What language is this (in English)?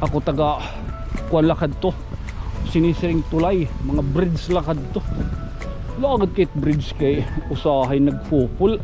Waray